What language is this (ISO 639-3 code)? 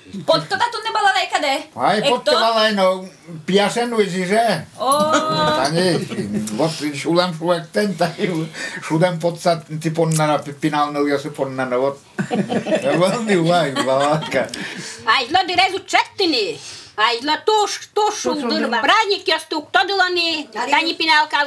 udm